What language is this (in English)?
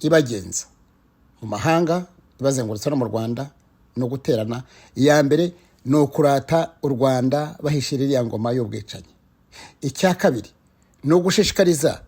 Kinyarwanda